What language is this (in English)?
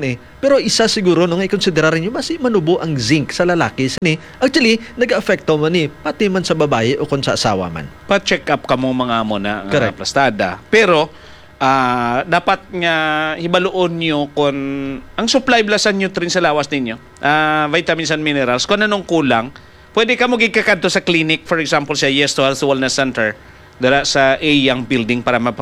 Hiligaynon